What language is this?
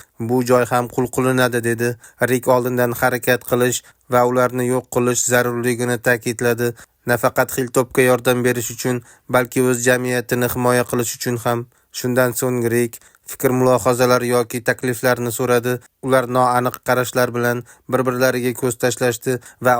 Uzbek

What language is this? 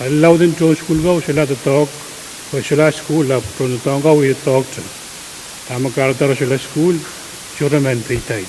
Pohnpeian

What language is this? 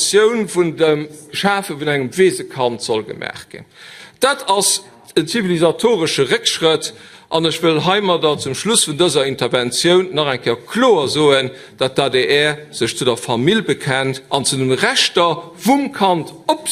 Luxembourgish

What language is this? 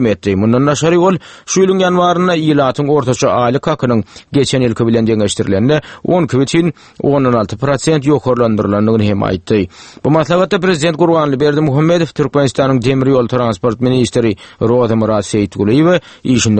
Turkmen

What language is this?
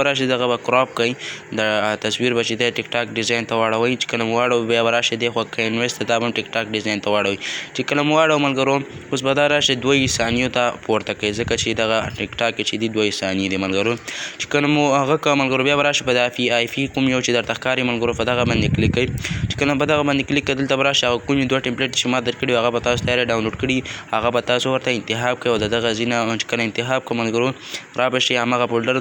Pashto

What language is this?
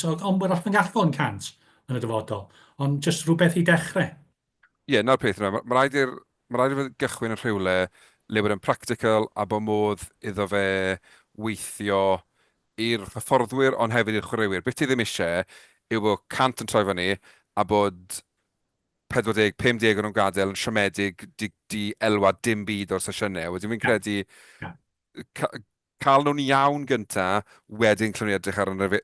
Welsh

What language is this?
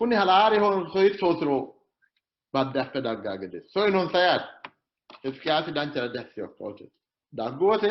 Sidamo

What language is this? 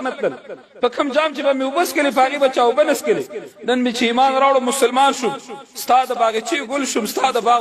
Pashto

